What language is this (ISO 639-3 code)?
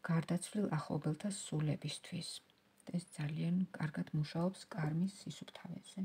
kat